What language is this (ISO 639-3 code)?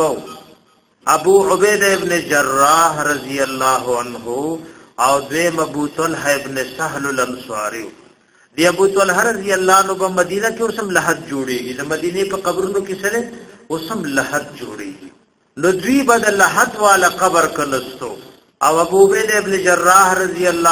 pus